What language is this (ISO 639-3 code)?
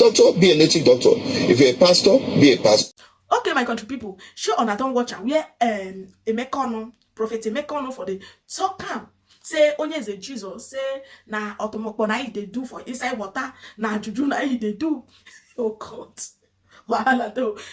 pcm